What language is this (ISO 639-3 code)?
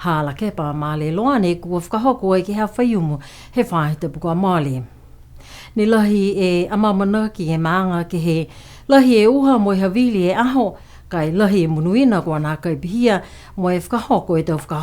niu